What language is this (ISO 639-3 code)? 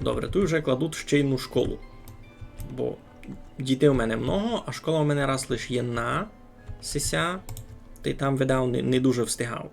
rue